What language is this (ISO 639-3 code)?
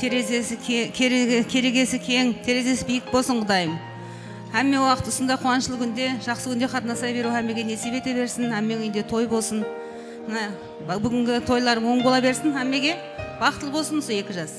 kaa